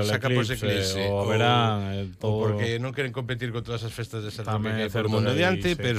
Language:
Galician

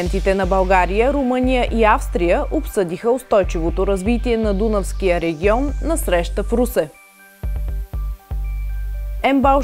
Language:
Bulgarian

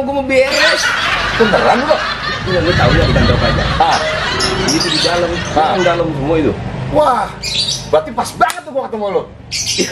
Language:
Betawi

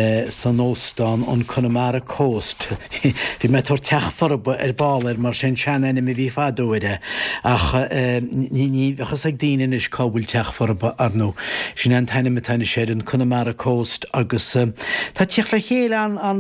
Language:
Irish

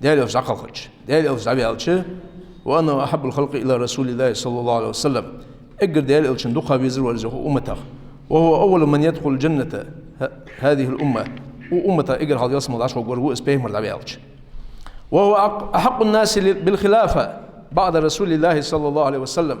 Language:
Ingush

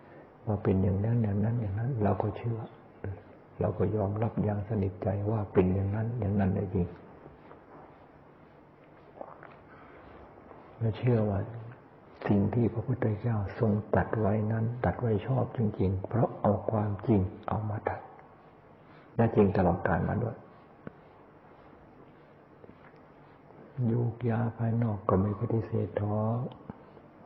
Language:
Thai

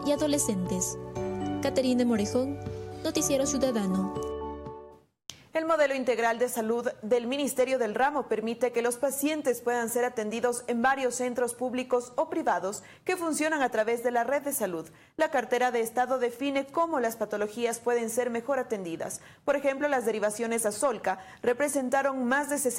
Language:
Spanish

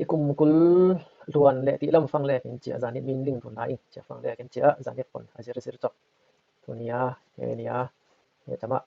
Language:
Falam Chin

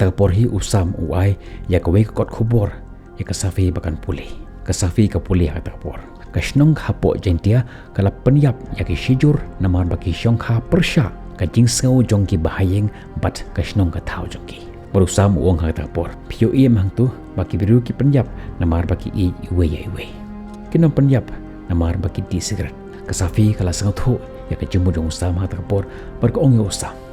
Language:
Khasi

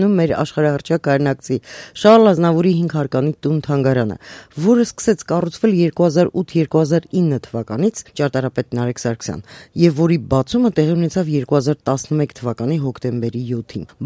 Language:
Armenian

